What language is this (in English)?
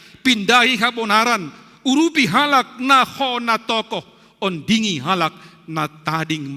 Batak Simalungun